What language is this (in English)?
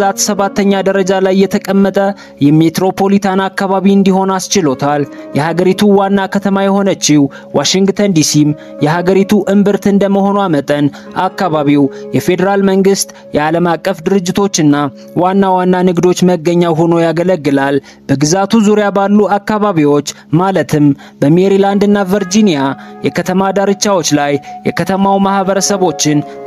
Amharic